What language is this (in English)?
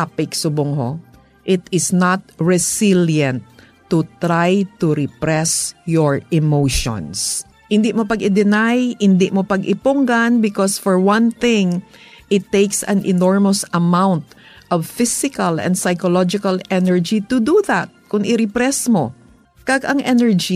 Hiligaynon